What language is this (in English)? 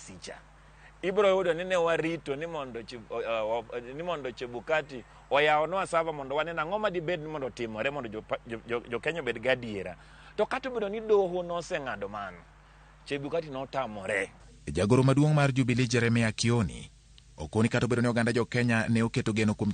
Luo (Kenya and Tanzania)